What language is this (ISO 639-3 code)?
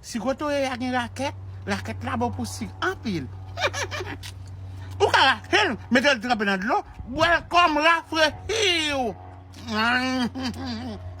hat